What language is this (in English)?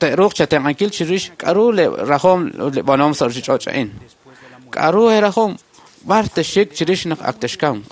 Kekchí